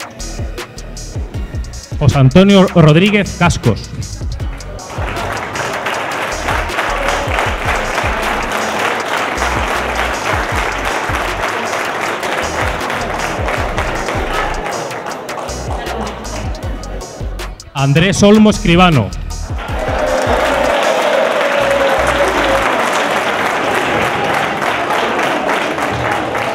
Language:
Spanish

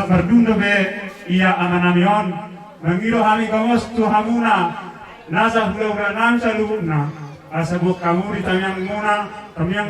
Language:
Batak Toba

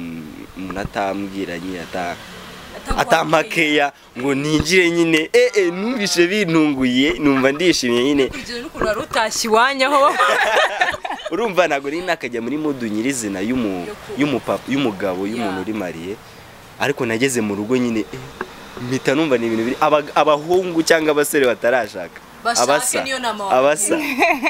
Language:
Kinyarwanda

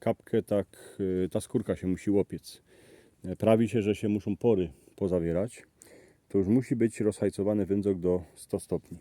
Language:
Silesian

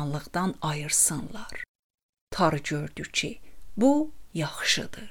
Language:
Azerbaijani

